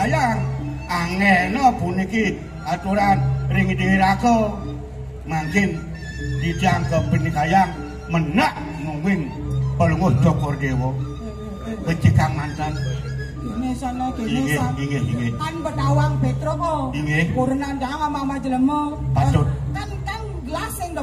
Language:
Balinese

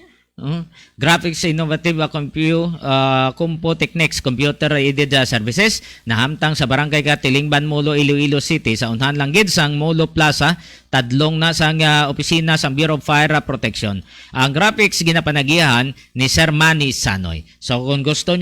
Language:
Hiligaynon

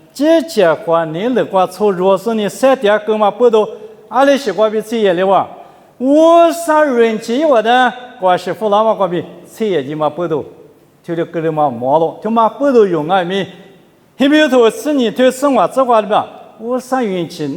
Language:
Lisu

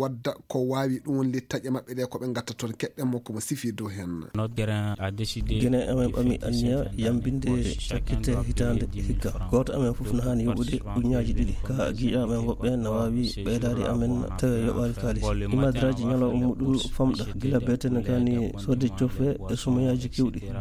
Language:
Fula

